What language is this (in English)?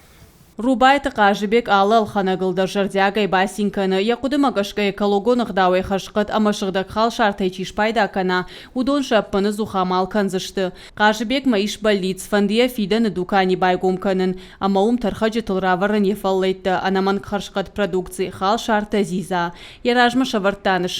Ossetic